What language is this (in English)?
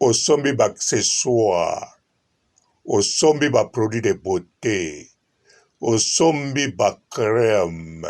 Lingala